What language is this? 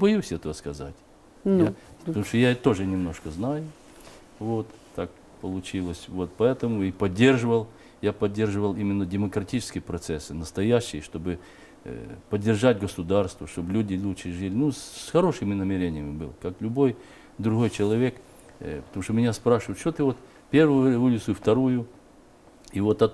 Russian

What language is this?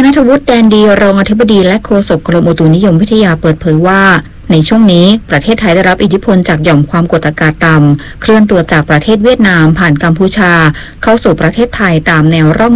Thai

